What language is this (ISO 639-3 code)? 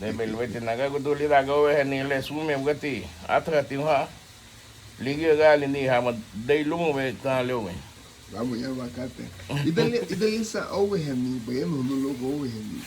cab